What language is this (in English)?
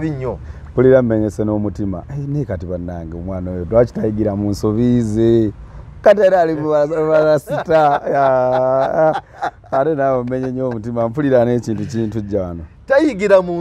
Ganda